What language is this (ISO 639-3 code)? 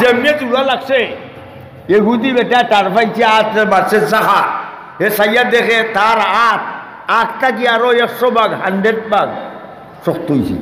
syl